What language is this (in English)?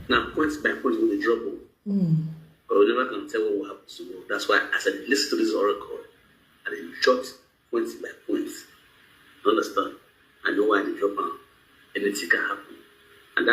Nigerian Pidgin